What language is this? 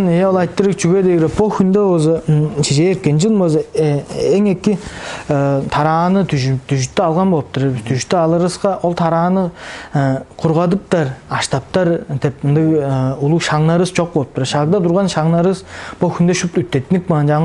Tuvinian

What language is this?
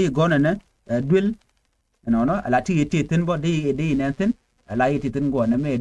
Nuer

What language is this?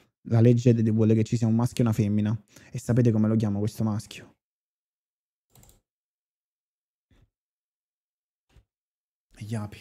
Italian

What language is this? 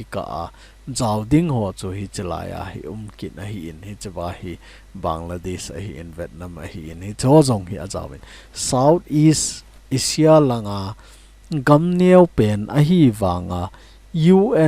Thado Chin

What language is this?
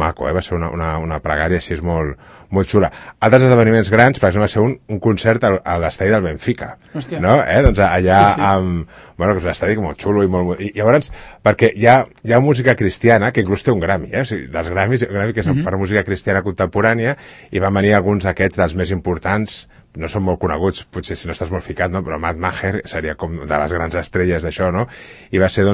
Catalan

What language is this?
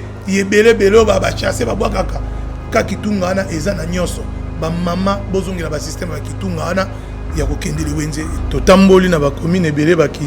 Lingala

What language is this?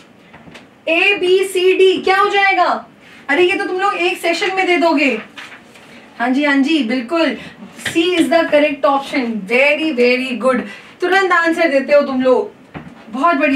Hindi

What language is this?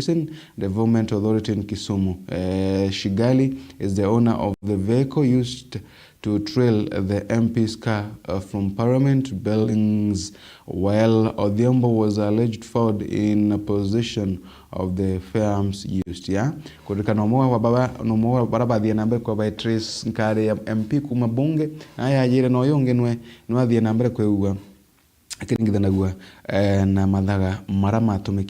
Meru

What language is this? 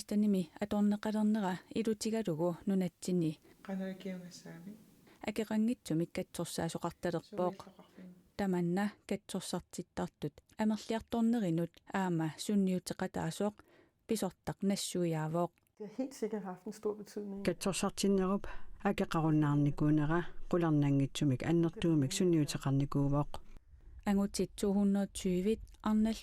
Kalaallisut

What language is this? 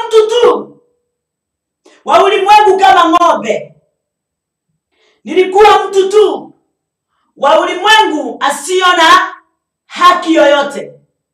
Swahili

